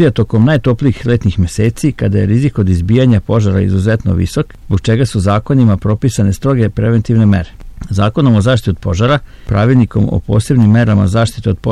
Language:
Serbian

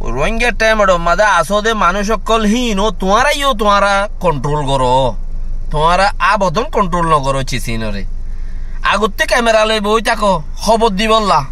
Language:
Rohingya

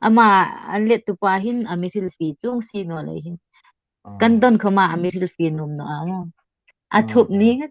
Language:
Hmar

